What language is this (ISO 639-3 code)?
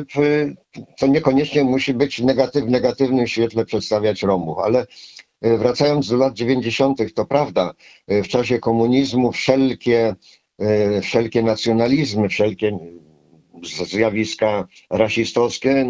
pol